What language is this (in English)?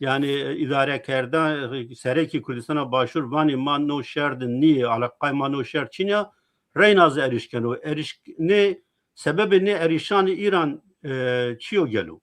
Zaza